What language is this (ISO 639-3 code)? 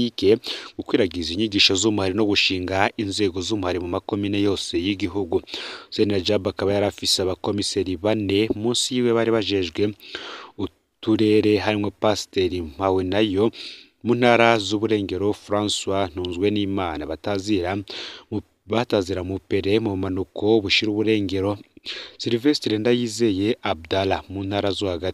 run